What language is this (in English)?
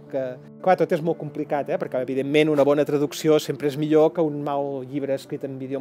Catalan